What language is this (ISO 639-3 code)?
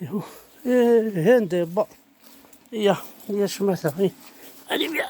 kab